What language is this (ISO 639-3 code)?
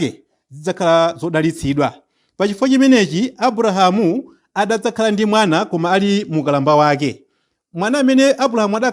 nya